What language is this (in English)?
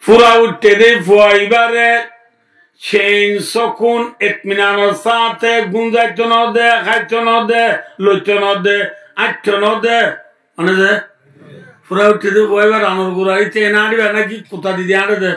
Rohingya